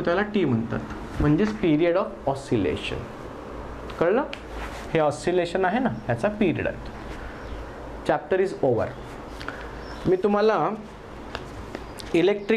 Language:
Marathi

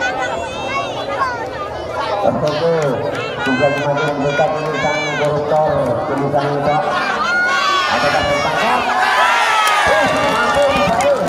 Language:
Indonesian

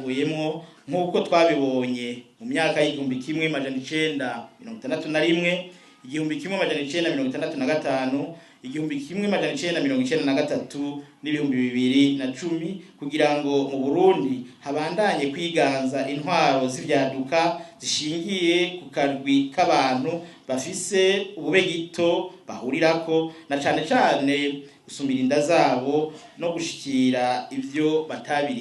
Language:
Rundi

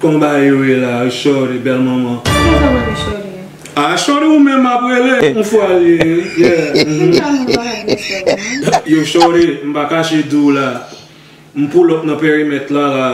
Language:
Haitian Creole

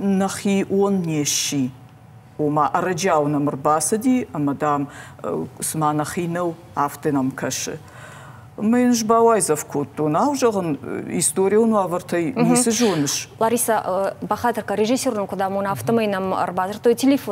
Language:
Ossetic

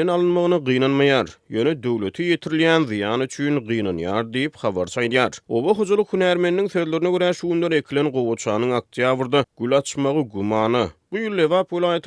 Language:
Turkmen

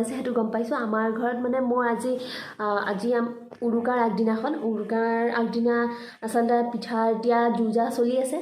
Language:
Assamese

